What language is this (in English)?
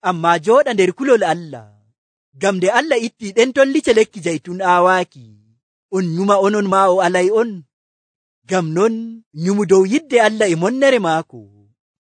Nigerian Fulfulde